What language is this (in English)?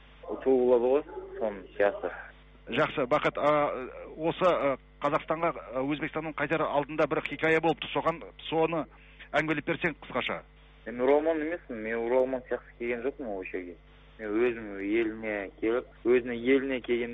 Kazakh